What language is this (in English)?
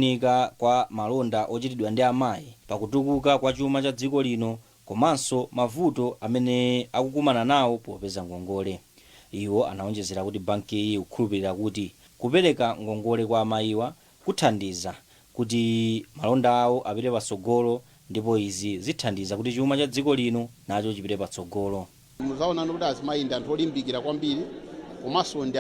Nyanja